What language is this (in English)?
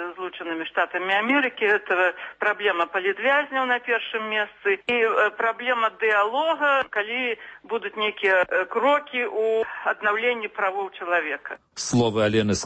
Belarusian